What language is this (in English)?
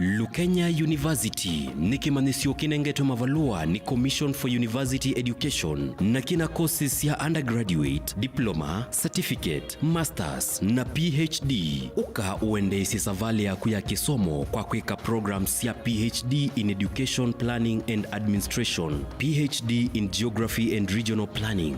Kamba